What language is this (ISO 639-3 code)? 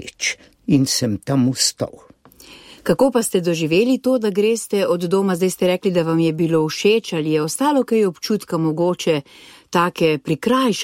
slv